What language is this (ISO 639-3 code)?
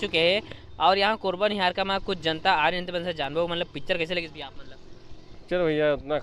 hne